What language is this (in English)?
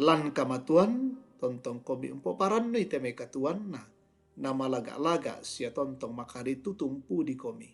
Toraja-Sa'dan